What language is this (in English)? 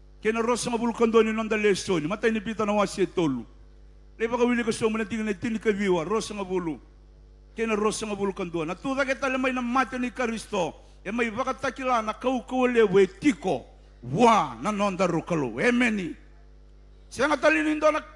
Fijian